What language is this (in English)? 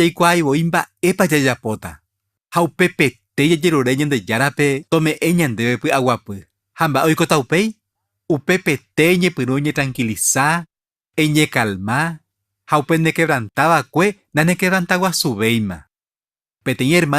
Guarani